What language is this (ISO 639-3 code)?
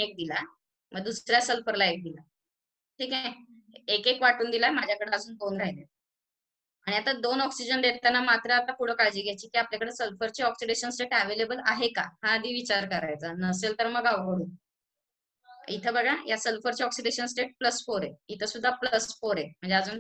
mar